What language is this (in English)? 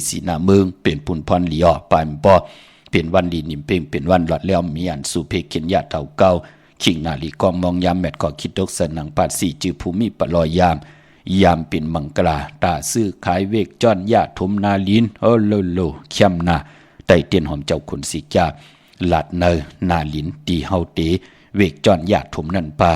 Shan